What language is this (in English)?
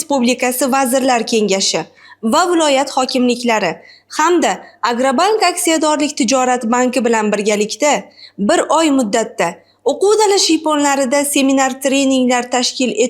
Uzbek